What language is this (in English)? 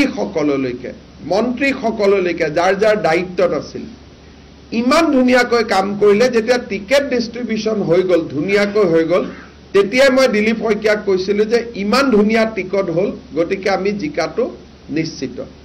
Assamese